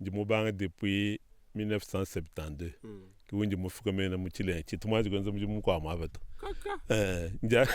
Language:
Luba-Lulua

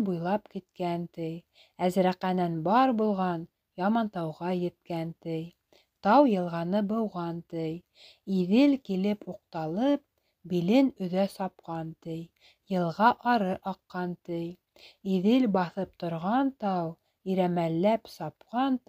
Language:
Bashkir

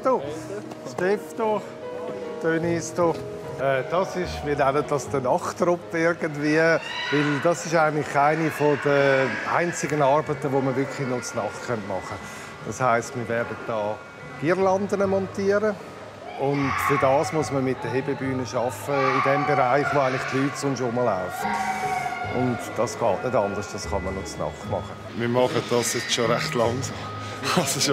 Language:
Swiss German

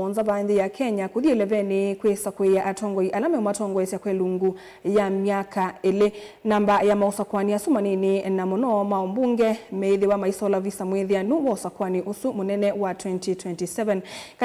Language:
Kamba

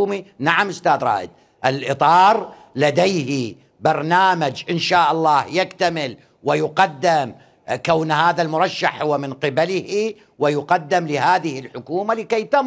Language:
Mesopotamian Arabic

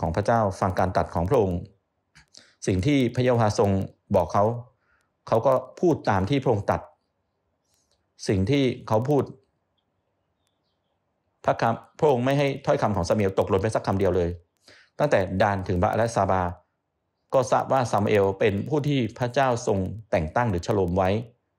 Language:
Thai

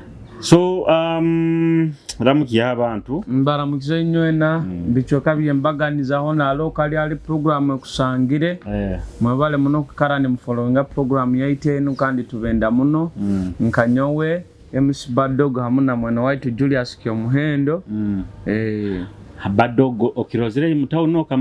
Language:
Nyoro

